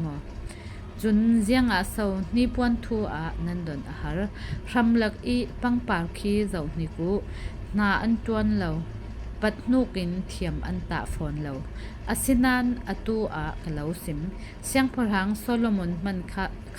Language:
Falam Chin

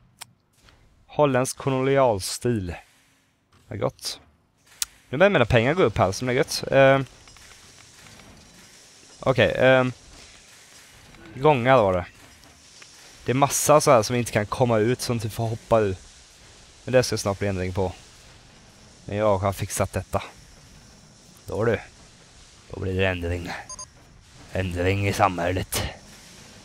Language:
Swedish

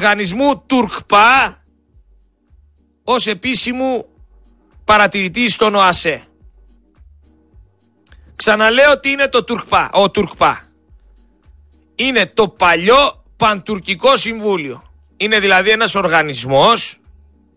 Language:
Greek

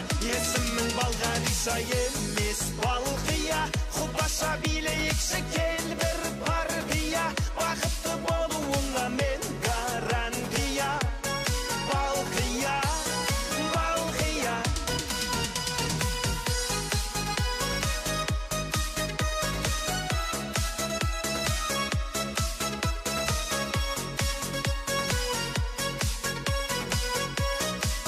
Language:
Kazakh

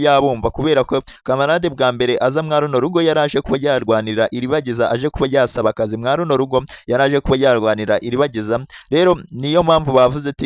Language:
Kinyarwanda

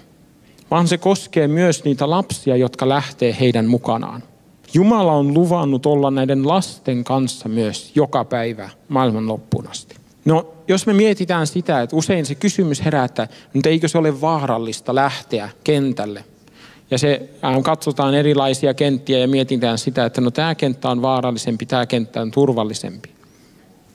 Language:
Finnish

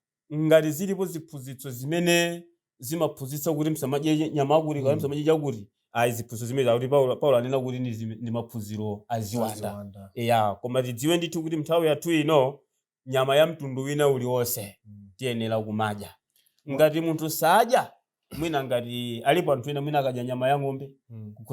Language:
Nyanja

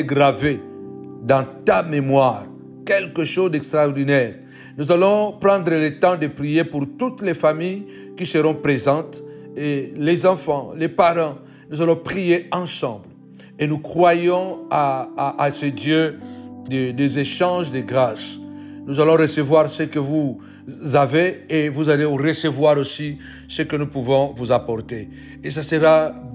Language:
French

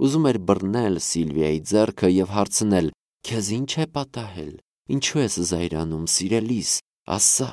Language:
Armenian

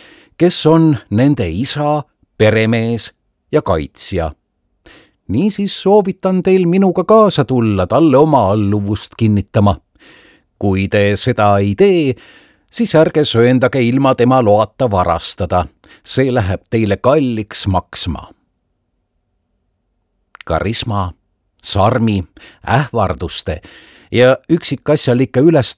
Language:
Estonian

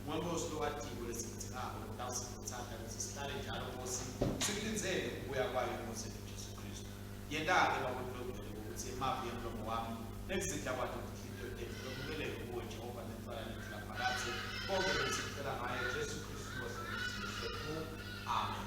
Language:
Swati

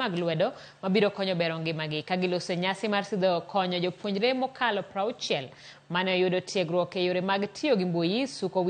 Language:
Luo (Kenya and Tanzania)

